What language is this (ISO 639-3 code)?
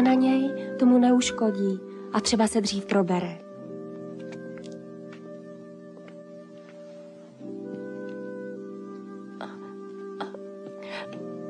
ces